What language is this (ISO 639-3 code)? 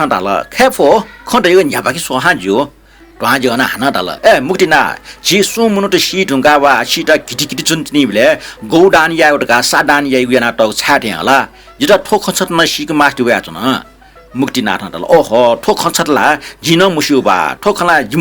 new